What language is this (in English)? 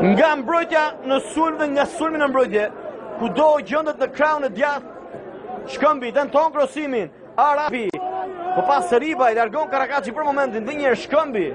Albanian